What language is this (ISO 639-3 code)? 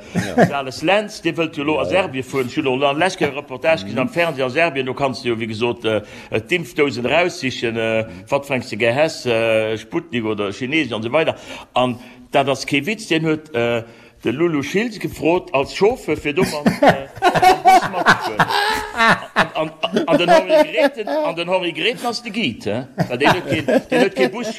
ltz